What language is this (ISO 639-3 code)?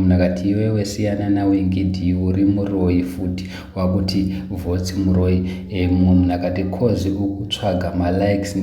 sna